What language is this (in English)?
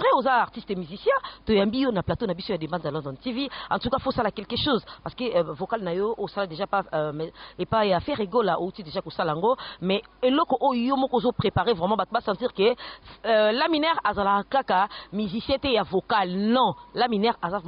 Lingala